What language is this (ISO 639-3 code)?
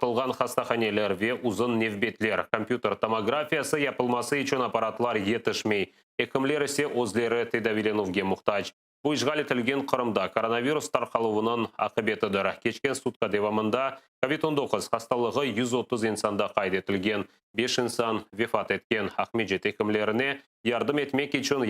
crh